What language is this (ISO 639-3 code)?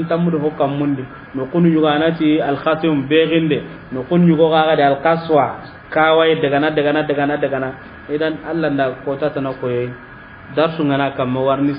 snk